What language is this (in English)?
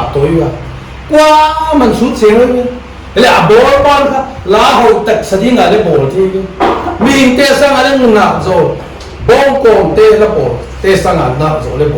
Paite Chin